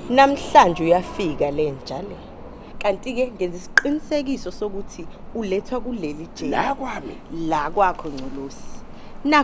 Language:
Zulu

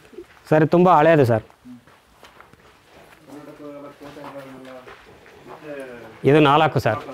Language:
Kannada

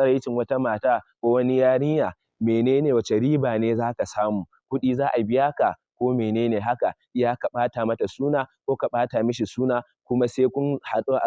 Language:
Hausa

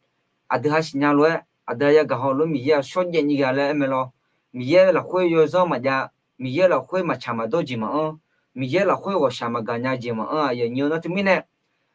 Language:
Akha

